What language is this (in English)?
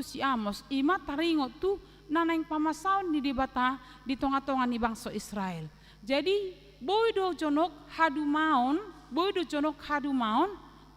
Batak Toba